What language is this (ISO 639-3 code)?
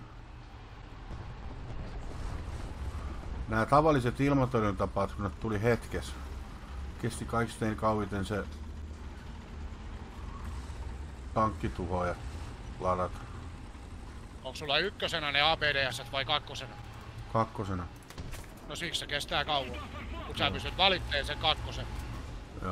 fin